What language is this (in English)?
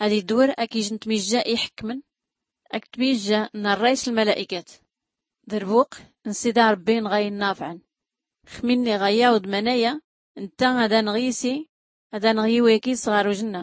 Tachelhit